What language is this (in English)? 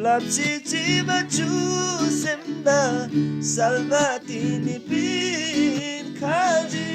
Eastern Tamang